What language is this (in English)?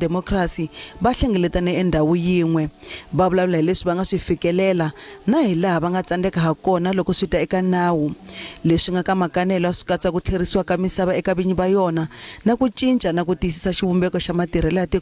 Tsonga